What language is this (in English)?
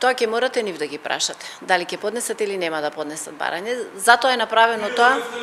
Macedonian